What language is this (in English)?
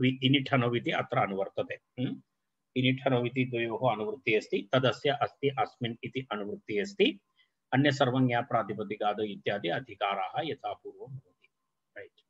Sanskrit